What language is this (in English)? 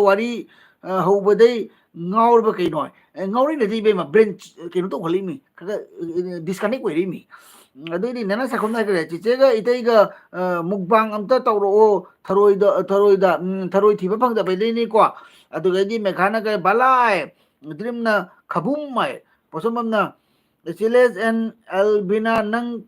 Manipuri